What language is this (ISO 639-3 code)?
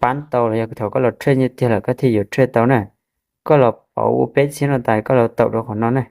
hmn